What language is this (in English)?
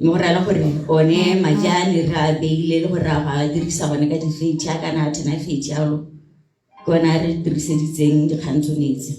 Tswana